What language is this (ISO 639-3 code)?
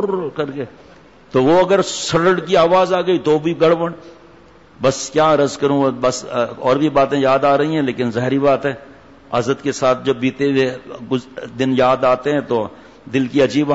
urd